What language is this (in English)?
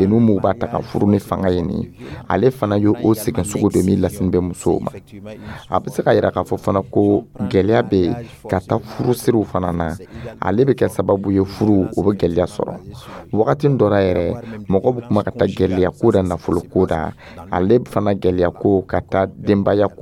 Dyula